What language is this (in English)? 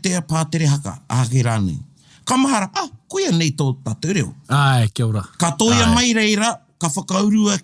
Māori